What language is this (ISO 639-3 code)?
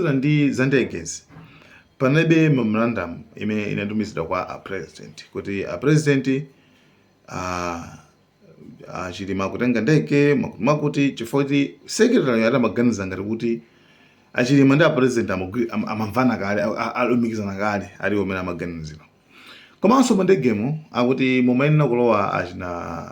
nya